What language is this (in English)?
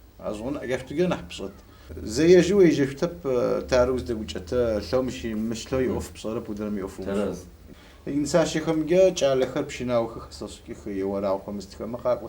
Adyghe